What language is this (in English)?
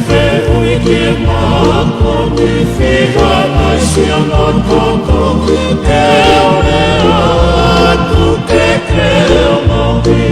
Tongan